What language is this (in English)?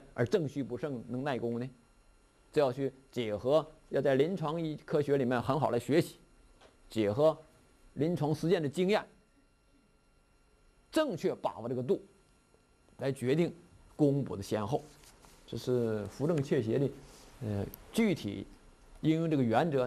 Chinese